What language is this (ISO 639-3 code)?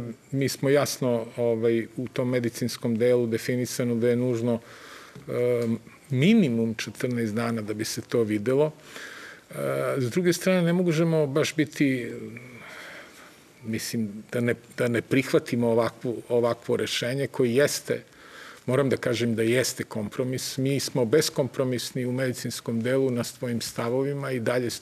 srp